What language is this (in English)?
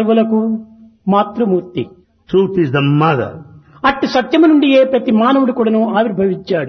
Telugu